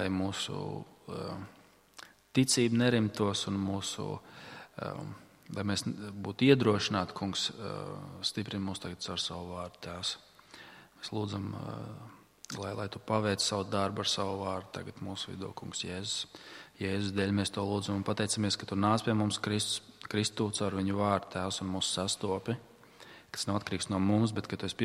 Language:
Latvian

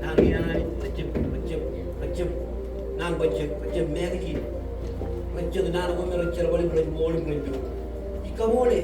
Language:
Marshallese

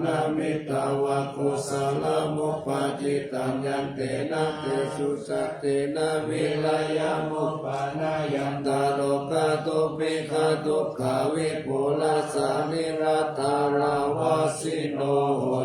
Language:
Pali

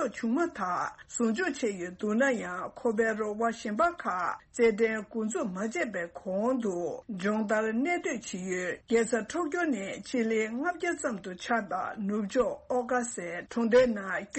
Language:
Tibetan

